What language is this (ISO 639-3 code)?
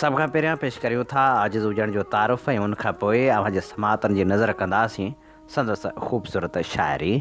snd